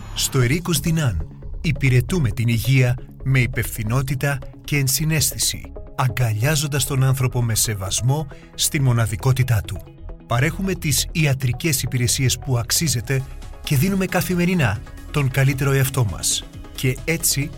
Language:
Greek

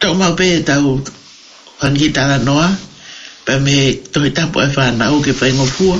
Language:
Tongan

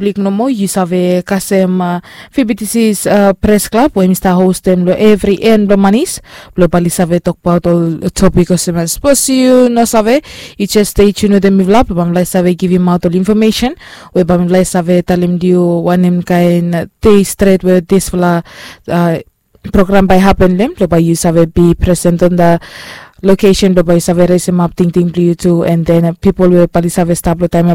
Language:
Bislama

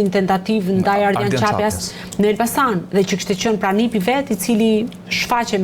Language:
Albanian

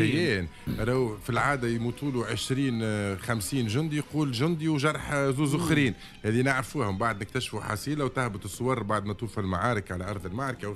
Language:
Tunisian Arabic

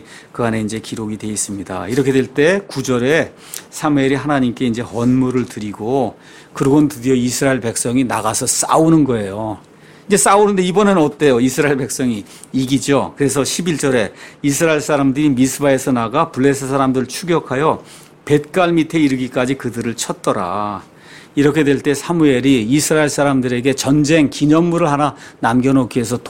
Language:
Korean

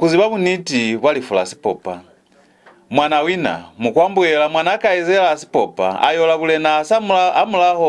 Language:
Lozi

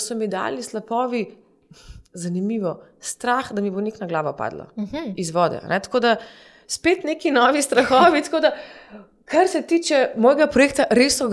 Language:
Slovenian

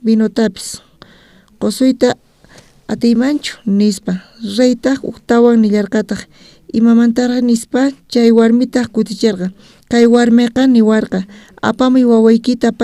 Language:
South Bolivian Quechua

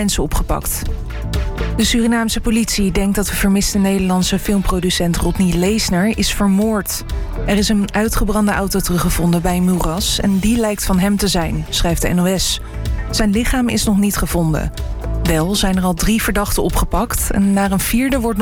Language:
Dutch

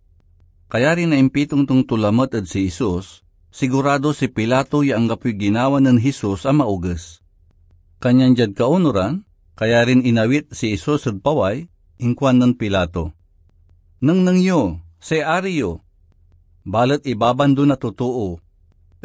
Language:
Pangasinan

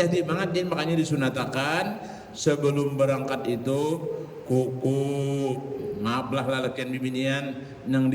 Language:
Banjar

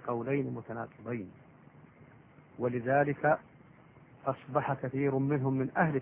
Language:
Arabic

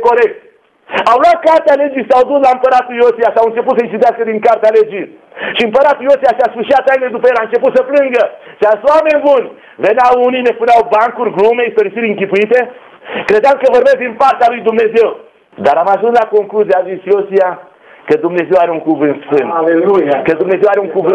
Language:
Romanian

